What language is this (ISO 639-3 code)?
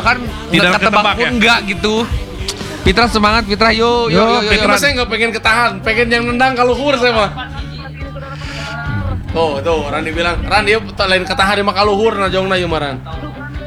ind